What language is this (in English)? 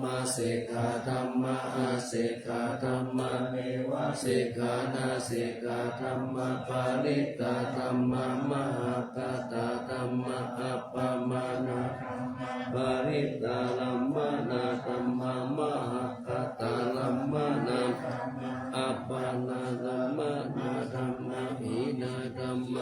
Pali